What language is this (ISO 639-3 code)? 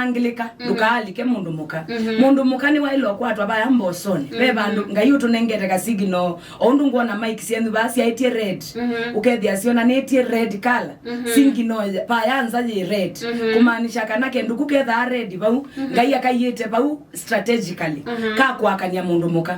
kam